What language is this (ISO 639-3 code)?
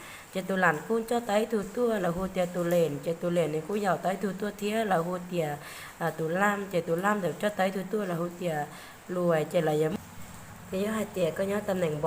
hmn